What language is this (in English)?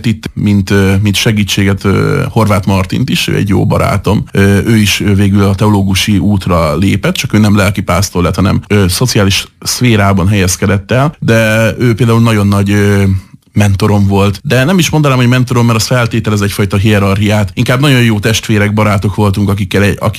Hungarian